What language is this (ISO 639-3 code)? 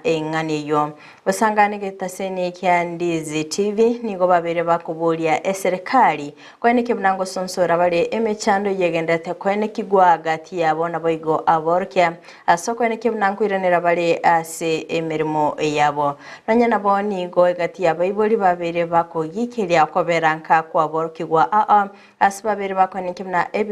guz